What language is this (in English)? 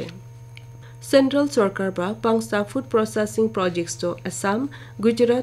Naga Pidgin